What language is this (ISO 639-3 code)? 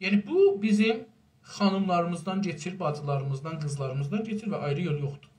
azb